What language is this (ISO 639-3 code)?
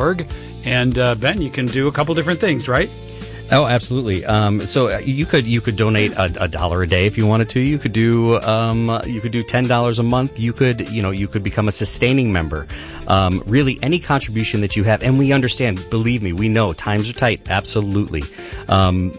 eng